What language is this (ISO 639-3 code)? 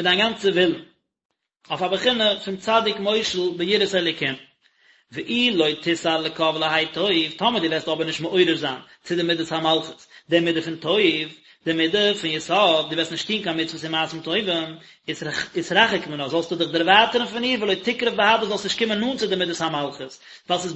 yid